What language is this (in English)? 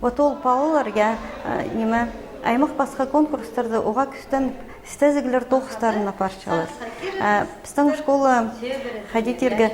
Khakas